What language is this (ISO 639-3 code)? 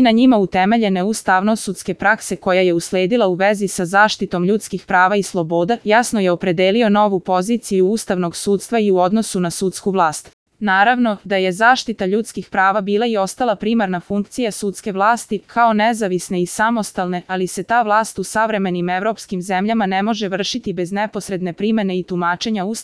srp